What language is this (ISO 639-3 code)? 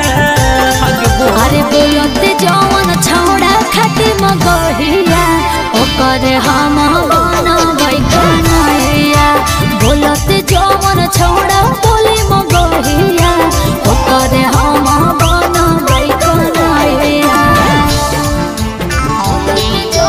mag